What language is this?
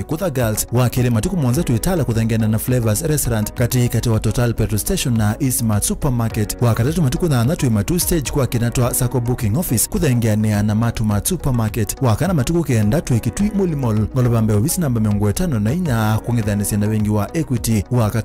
Kamba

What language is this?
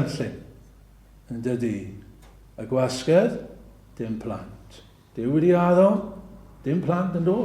Welsh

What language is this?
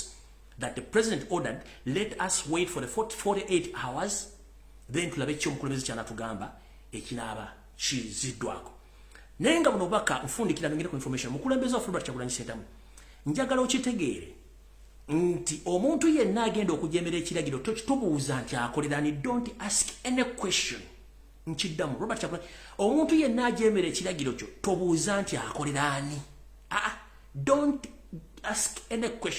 Ganda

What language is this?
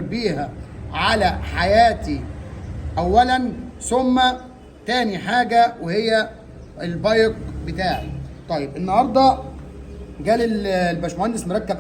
Egyptian Arabic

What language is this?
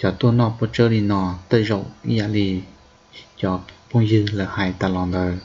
Hmong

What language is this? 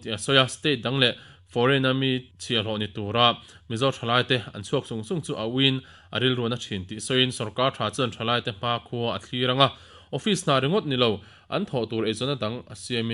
Mizo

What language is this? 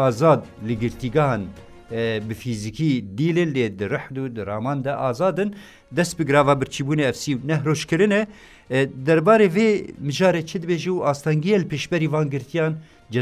Kurdish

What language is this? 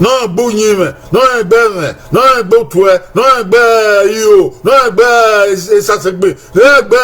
Bini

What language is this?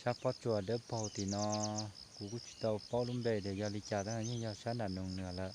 Hmong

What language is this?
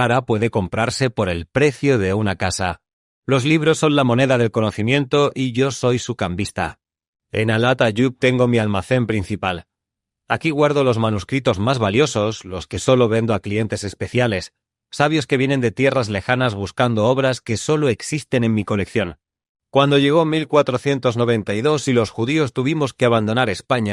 Ladino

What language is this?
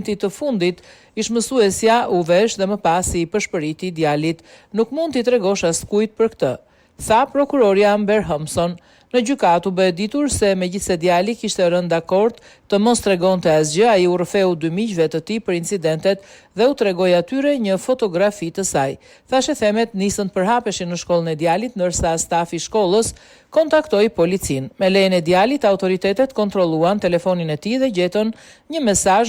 Albanian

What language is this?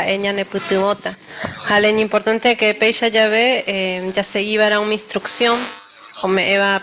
Guarani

